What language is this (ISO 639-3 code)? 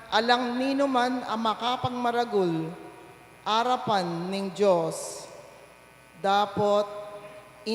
pam